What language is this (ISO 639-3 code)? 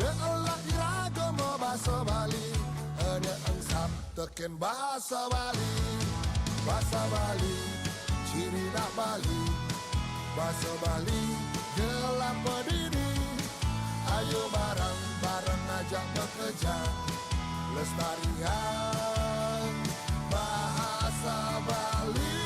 ban